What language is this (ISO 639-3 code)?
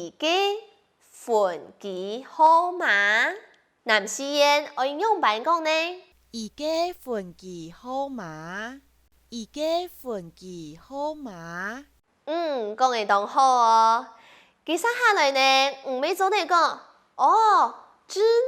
hak